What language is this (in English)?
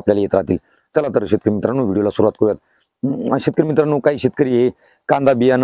Marathi